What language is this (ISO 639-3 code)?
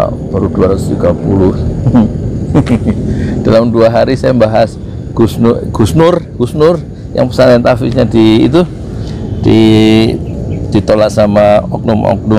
ind